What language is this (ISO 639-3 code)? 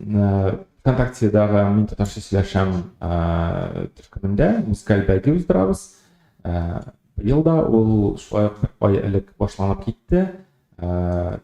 tat